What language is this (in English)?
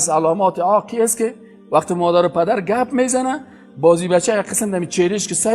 Persian